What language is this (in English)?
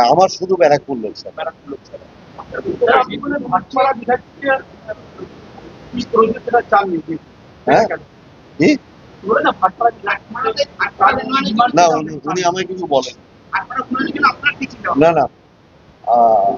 Bangla